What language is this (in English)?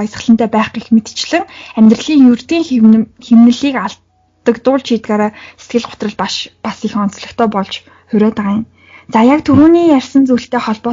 Mongolian